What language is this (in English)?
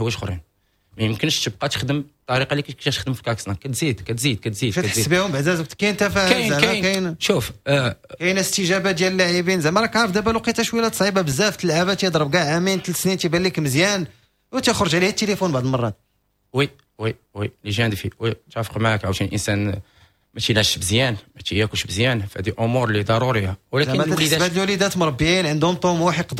Moroccan Arabic